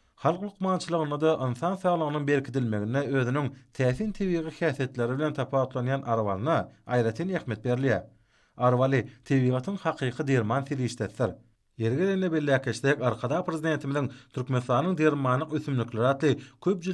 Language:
Turkmen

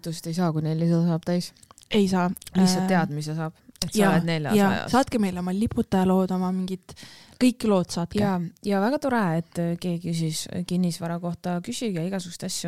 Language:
Estonian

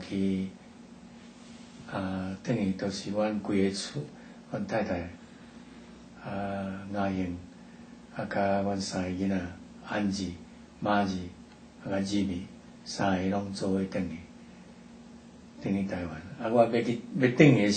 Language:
Min Nan Chinese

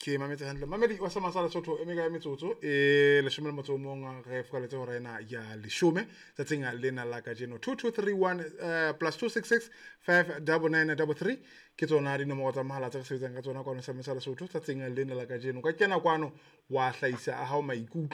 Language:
Southern Sotho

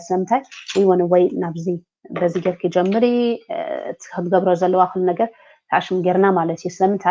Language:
Tigrinya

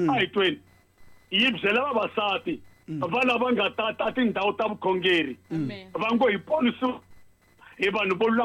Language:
Tsonga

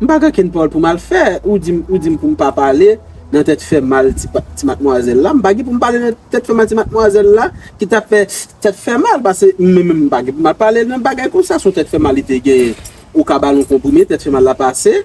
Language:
Haitian Creole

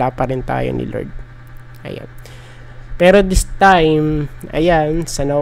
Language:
Filipino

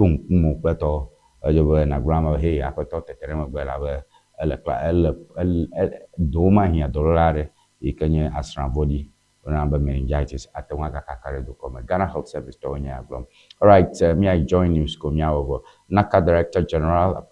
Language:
Ewe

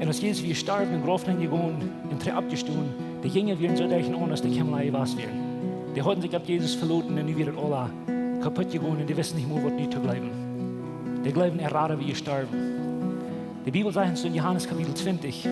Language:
Plautdietsch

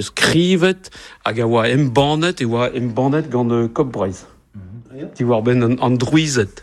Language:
Breton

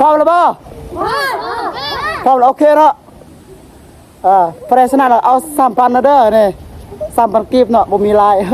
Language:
Lao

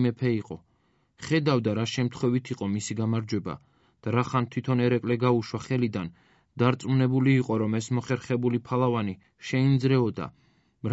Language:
Georgian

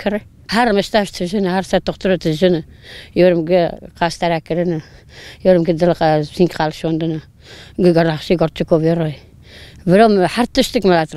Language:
Kurdish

